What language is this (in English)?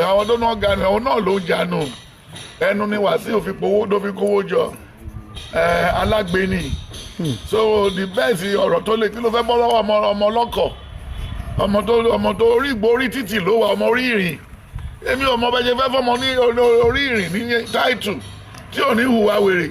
Yoruba